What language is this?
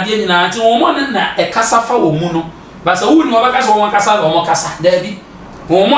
Akan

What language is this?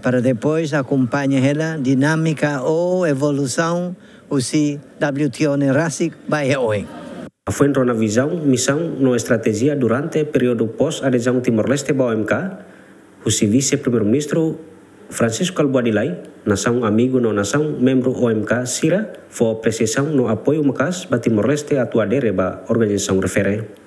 Tetum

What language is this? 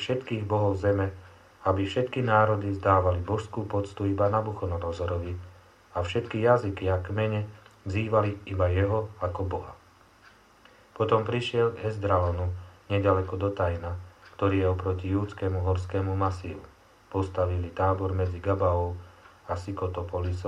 Slovak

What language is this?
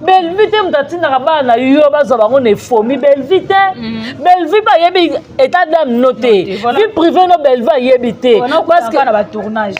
Lingala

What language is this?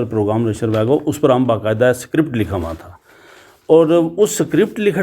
Gujari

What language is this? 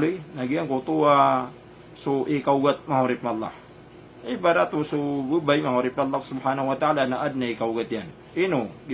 Maranao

